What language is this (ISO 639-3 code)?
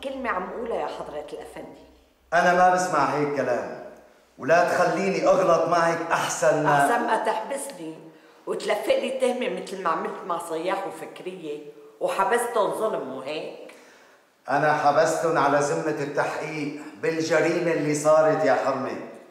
apc